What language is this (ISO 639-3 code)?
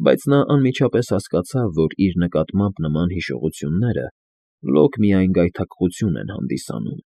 hye